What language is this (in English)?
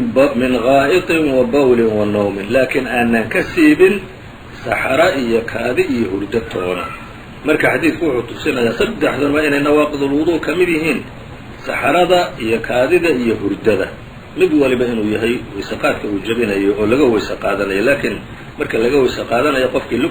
Somali